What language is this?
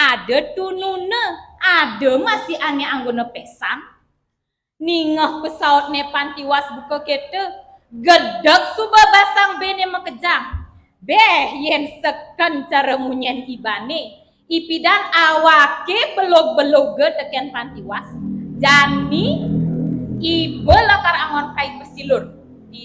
Balinese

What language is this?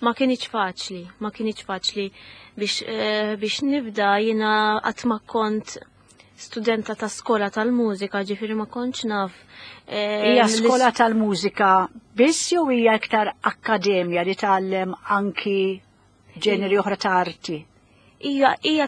Maltese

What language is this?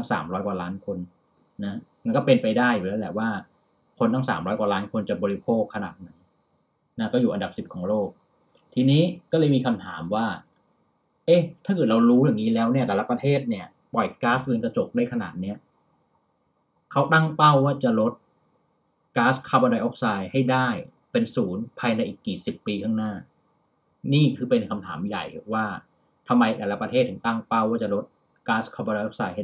Thai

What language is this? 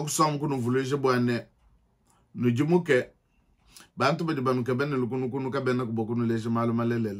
Luba-Lulua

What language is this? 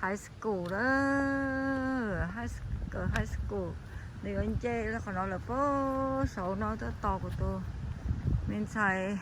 Hmong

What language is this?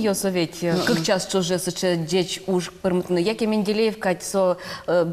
Udmurt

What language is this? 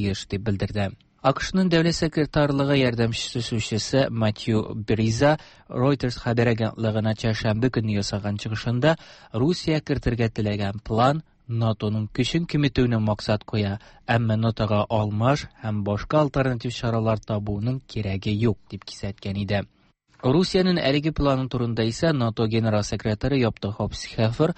Tatar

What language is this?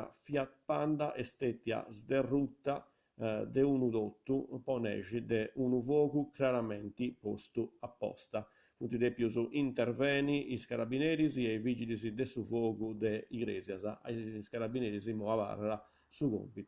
Sardinian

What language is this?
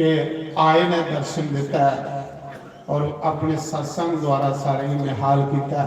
Dogri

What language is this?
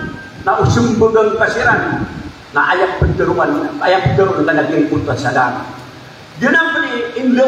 Maranao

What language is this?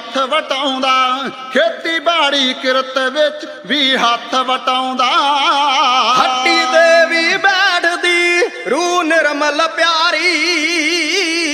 Punjabi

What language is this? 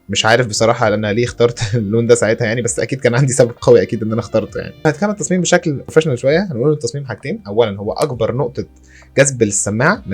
Egyptian Arabic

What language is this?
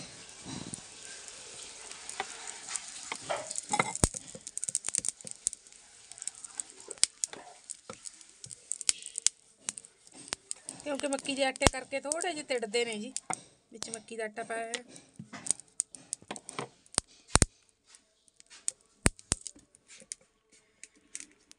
Punjabi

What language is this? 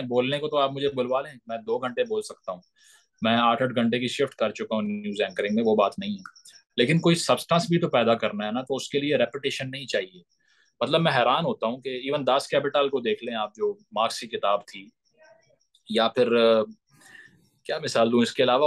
Urdu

